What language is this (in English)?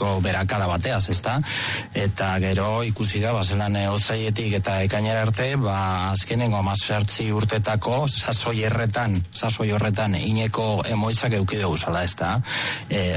Basque